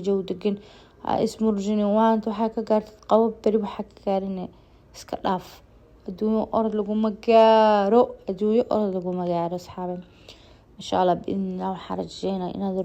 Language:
Somali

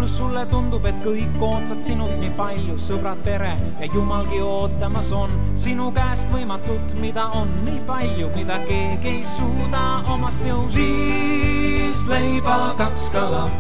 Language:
Estonian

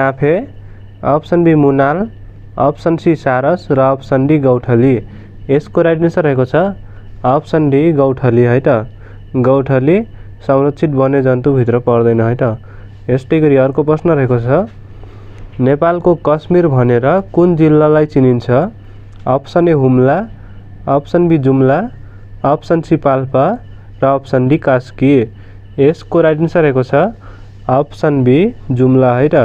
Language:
Nepali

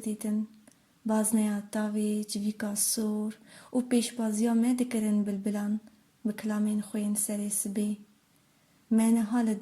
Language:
Kurdish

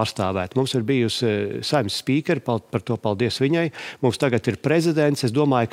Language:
Latvian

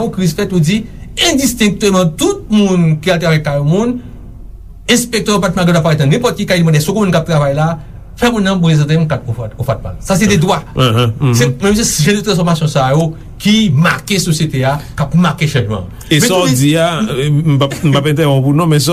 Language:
Haitian Creole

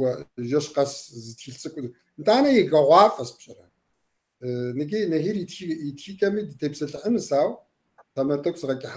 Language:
Kabardian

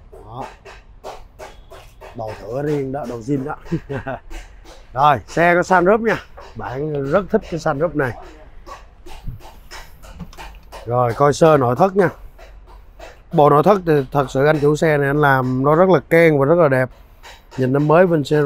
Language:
Vietnamese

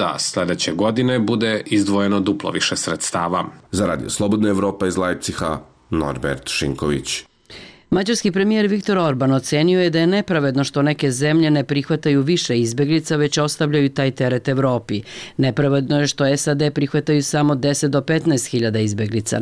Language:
Serbian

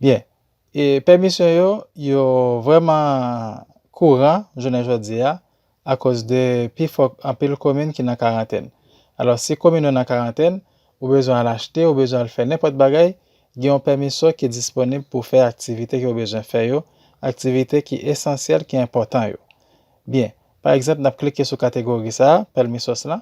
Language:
Haitian Creole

